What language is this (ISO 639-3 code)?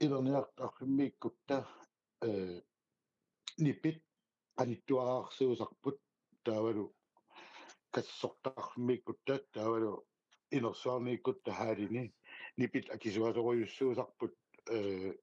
kal